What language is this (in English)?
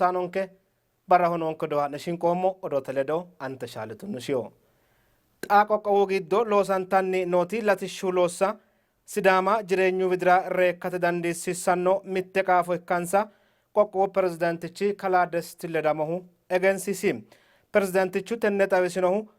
Sidamo